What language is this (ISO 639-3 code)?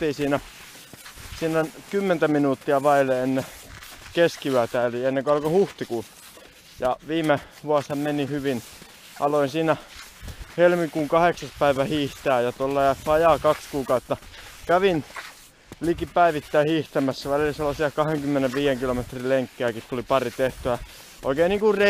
fin